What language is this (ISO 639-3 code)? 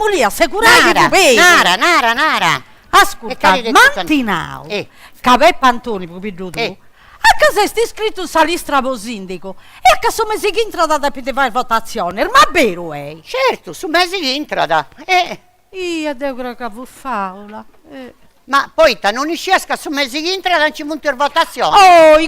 srd